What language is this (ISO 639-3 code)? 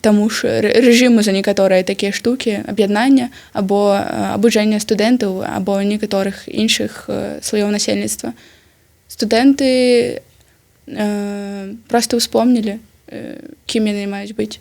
bel